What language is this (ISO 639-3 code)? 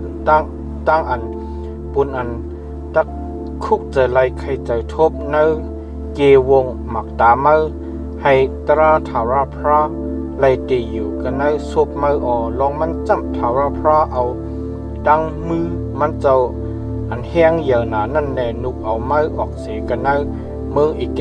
shn